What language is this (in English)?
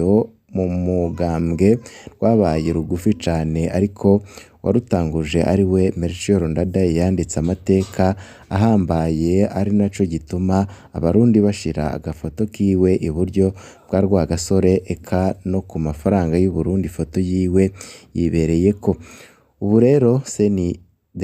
Rundi